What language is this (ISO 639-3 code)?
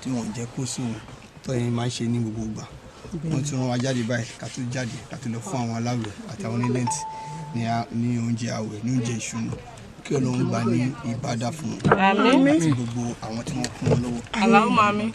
yor